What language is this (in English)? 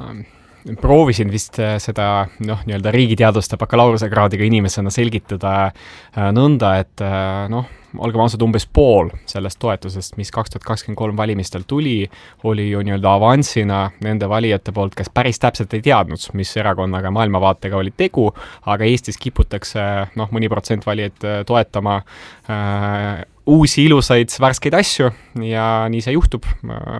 Estonian